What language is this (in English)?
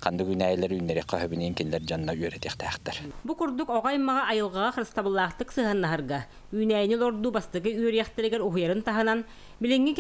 Yakut